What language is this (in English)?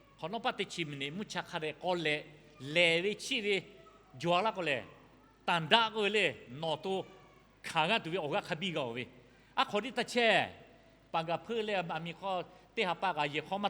Lahu